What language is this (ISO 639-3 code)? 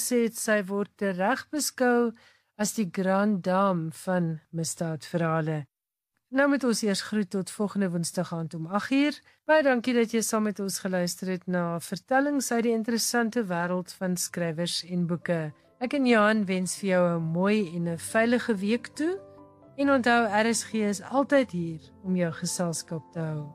afr